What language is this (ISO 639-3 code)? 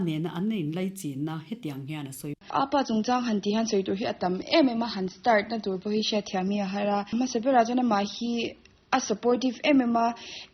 lus